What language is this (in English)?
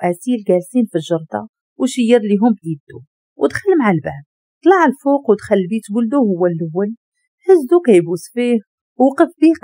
Moroccan Arabic